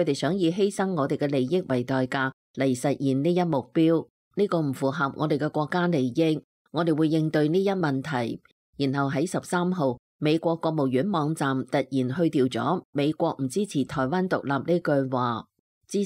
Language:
Cantonese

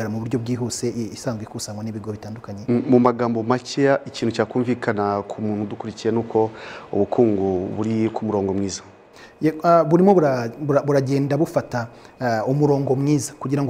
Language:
Kinyarwanda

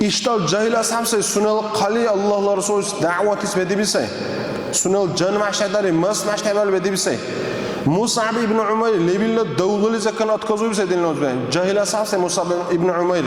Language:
Dargwa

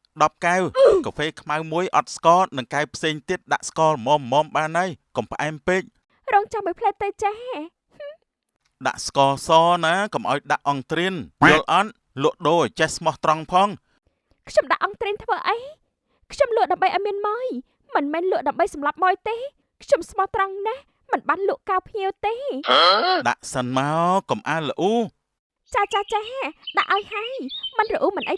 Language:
Khmer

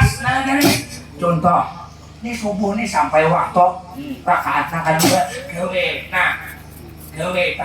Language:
Banjar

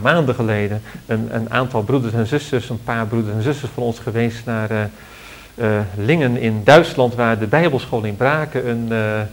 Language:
Dutch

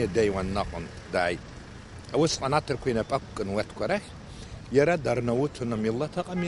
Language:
Abkhazian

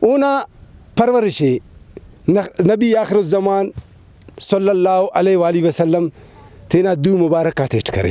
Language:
Brahui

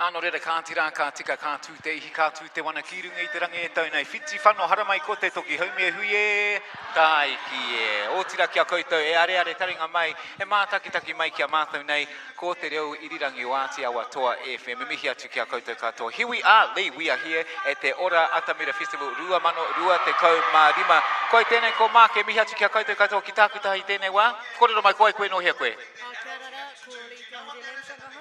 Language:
Māori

